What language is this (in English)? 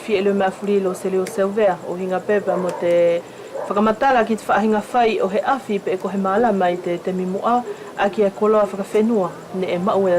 Wallisian